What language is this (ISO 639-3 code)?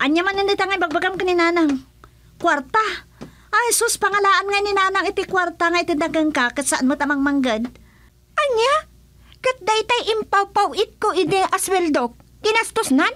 ilo